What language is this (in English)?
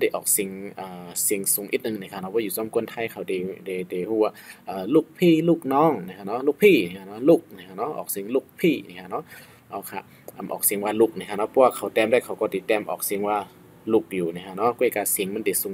Shan